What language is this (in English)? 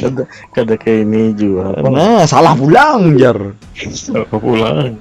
Banjar